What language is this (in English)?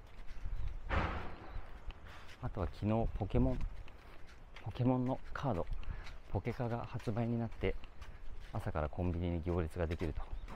Japanese